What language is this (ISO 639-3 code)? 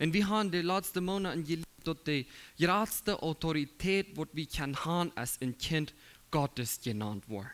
pdt